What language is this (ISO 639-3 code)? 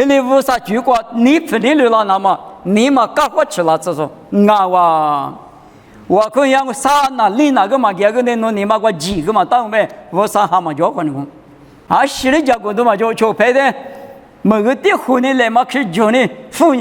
lis